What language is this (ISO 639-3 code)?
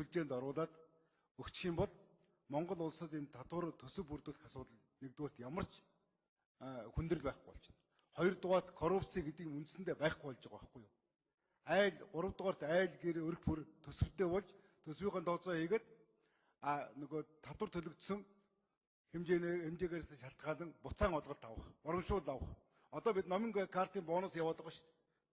mon